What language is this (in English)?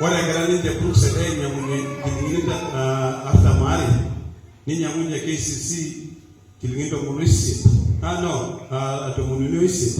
Masai